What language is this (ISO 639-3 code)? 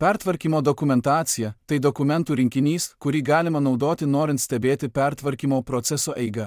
lit